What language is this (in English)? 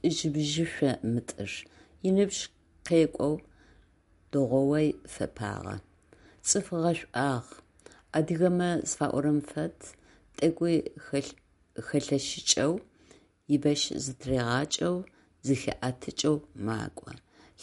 Adyghe